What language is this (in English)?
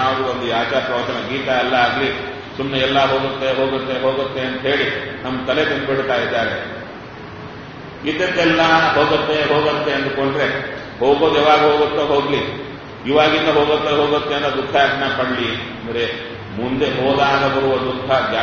Kannada